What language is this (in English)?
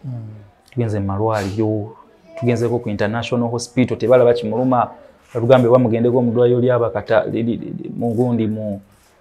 Ganda